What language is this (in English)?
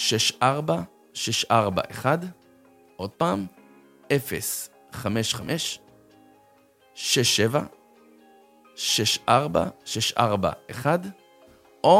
Hebrew